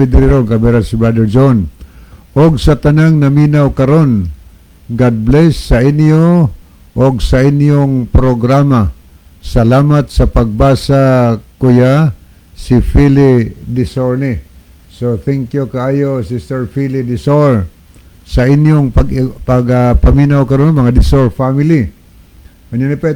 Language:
Cebuano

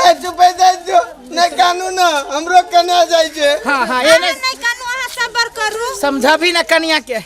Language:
Maithili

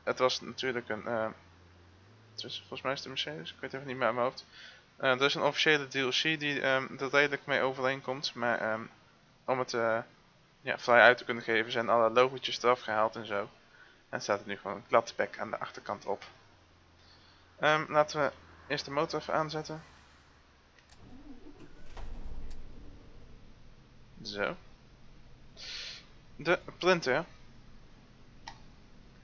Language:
Dutch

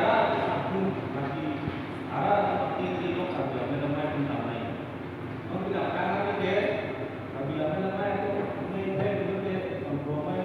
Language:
Karbi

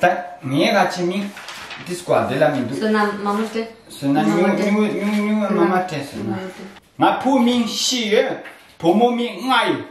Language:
Tibetan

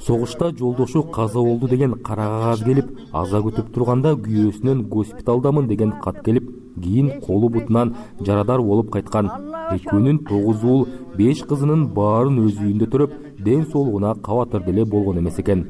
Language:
Kyrgyz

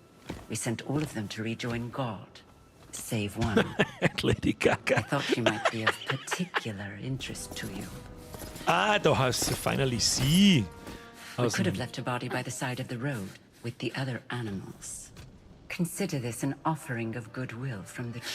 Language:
Bavarian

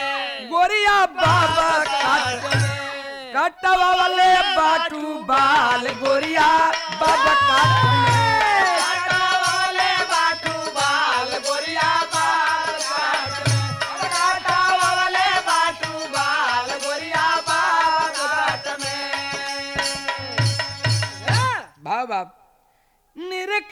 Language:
Bhojpuri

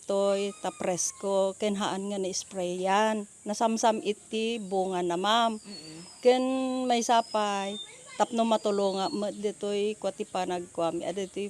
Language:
Iloko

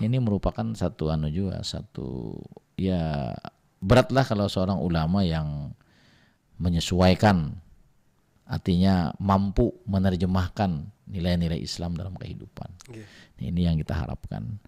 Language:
Banjar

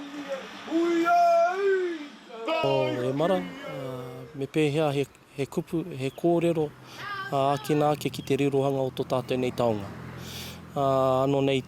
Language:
Māori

